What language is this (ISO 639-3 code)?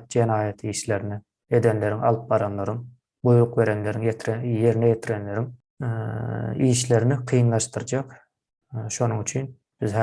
tuk